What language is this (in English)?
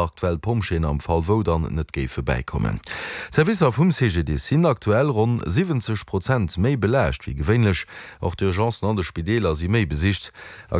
Luxembourgish